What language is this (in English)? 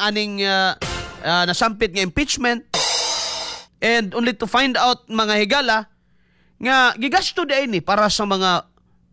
Cebuano